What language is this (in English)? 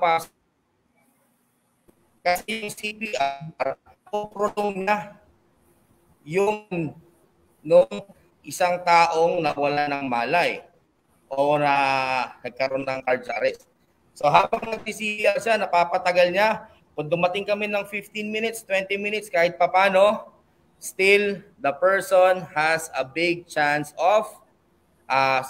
Filipino